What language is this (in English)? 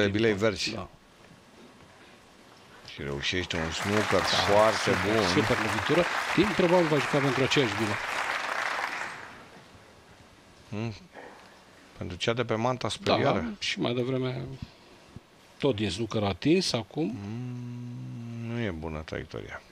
Romanian